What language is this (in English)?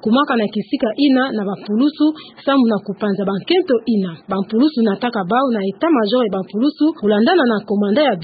Kituba (Democratic Republic of Congo)